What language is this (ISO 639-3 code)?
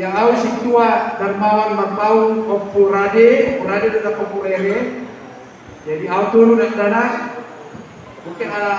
bbc